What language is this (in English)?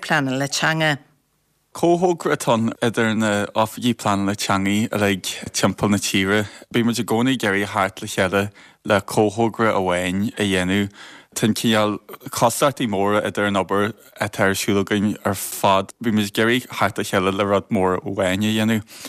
Irish